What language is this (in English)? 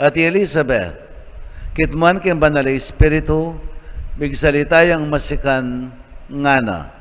Pampanga